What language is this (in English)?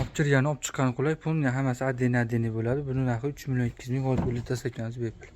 Uzbek